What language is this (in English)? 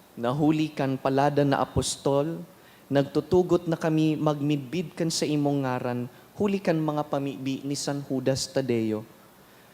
Bikol